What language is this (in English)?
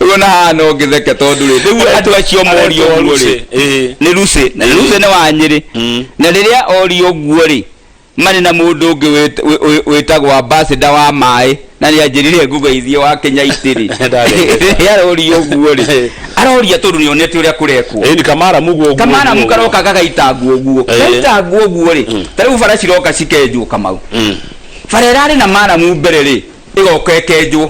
Kikuyu